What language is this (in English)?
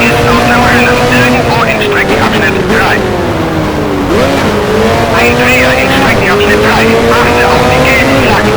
Bavarian